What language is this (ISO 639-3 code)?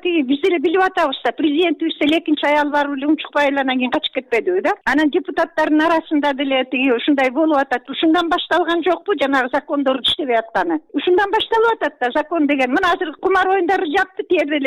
kir